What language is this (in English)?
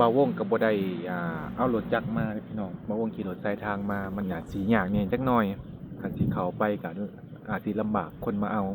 Lao